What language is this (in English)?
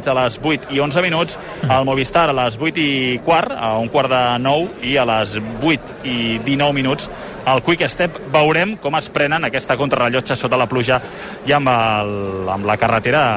Catalan